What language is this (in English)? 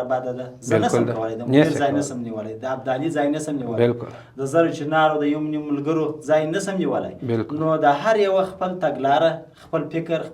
Pashto